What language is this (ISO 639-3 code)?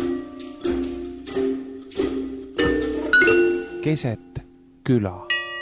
est